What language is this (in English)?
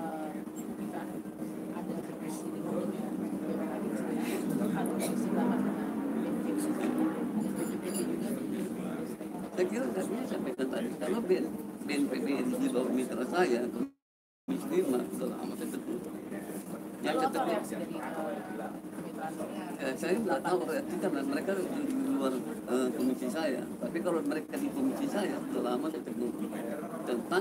Indonesian